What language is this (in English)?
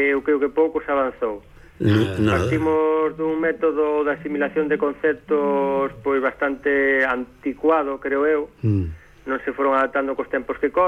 Galician